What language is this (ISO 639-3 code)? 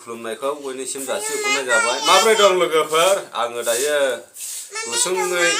brx